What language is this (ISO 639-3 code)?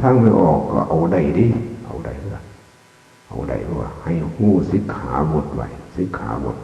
tts